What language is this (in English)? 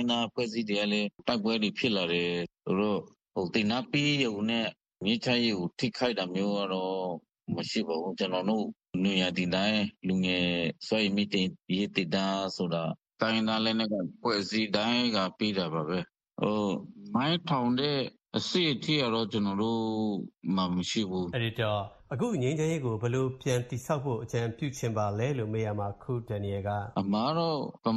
Burmese